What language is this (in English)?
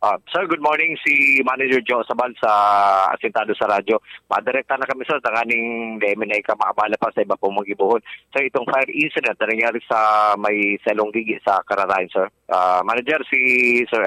Bikol